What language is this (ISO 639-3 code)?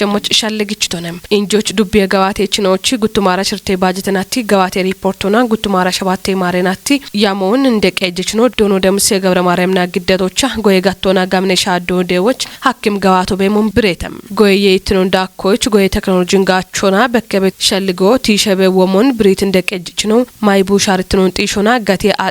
kbr